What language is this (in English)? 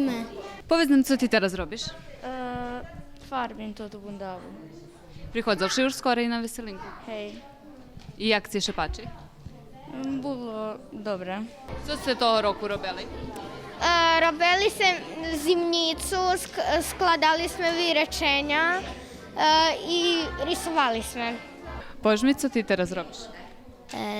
Rusyn